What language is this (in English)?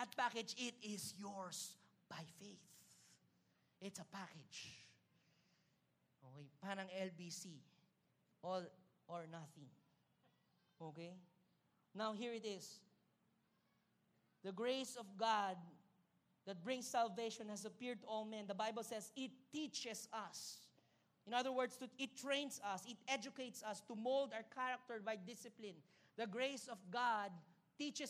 Filipino